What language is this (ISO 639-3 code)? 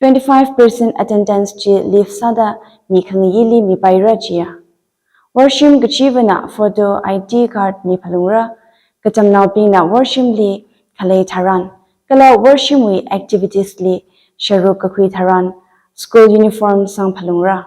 nmf